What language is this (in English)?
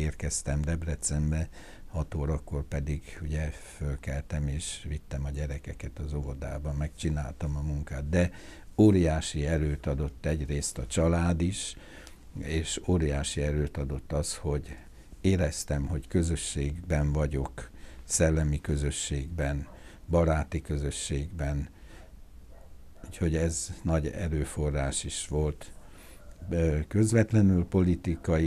Hungarian